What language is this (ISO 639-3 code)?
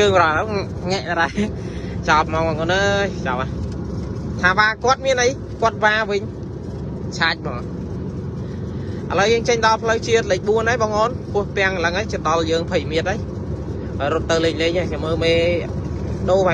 khm